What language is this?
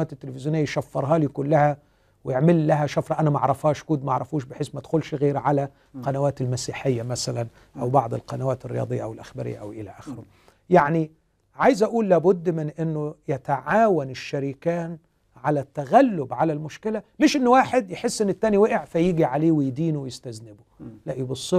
Egyptian Arabic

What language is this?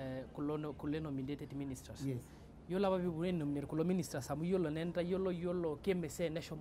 Masai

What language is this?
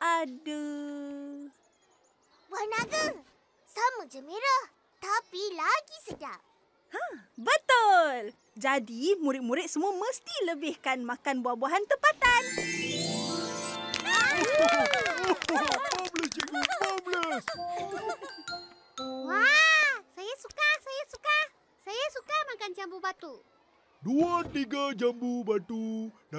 Malay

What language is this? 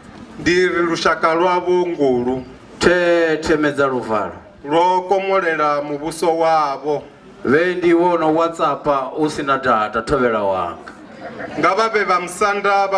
Venda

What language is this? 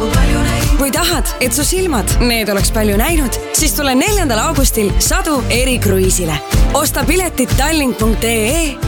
Estonian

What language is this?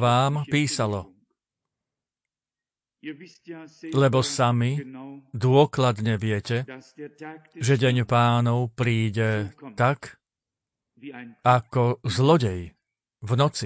Slovak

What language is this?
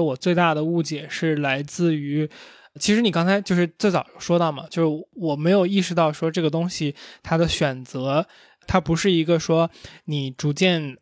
Chinese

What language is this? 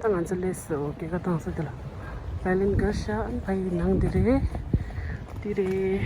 Tibetan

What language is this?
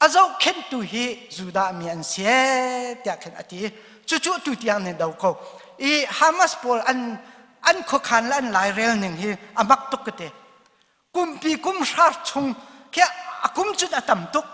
Hakha Chin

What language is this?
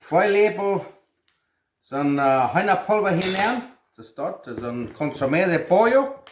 Plautdietsch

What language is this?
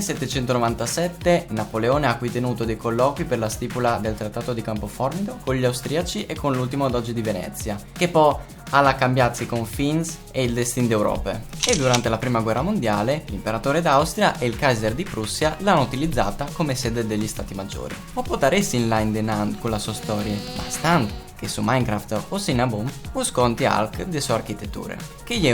Friulian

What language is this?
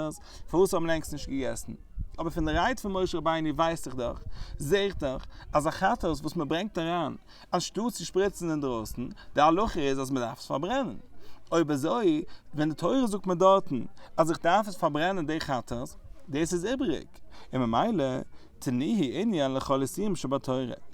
Yiddish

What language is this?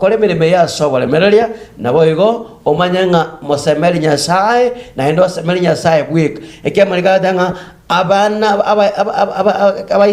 Gusii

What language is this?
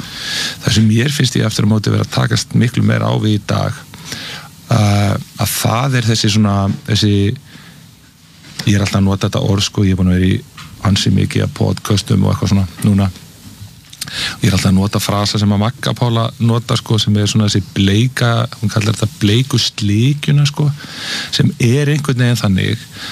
Icelandic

